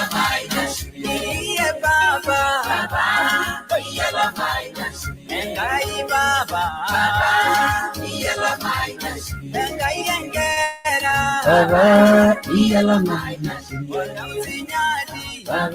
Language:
Masai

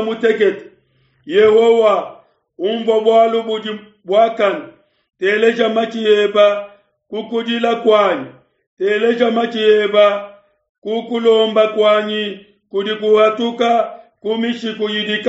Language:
Luba-Lulua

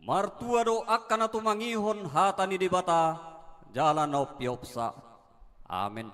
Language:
Batak Toba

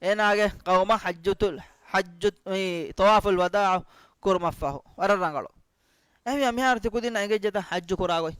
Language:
Divehi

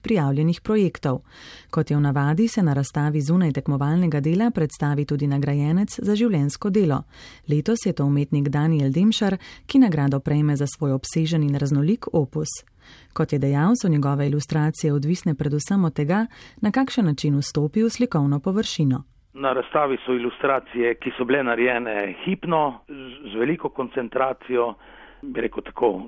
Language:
Slovenian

